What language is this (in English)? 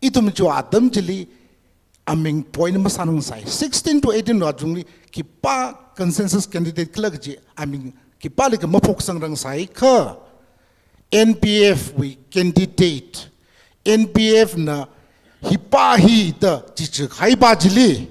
Tangkhul Naga (India)